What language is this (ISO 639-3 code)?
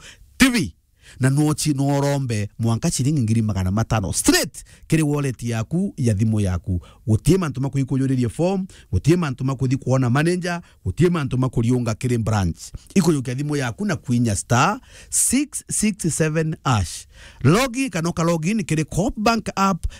mer